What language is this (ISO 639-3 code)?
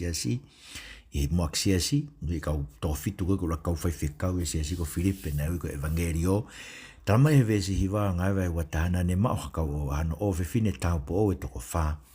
ton